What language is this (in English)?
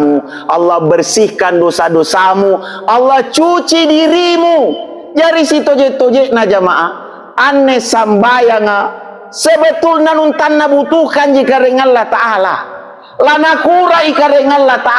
Makasar